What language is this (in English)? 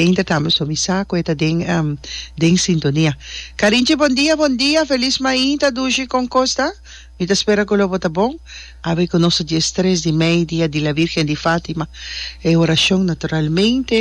Papiamento